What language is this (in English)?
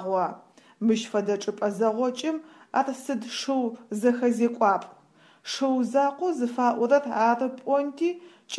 Adyghe